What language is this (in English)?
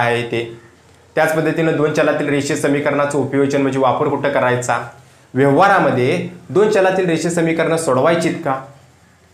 Marathi